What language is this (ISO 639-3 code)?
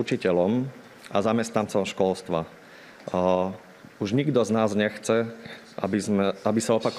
slk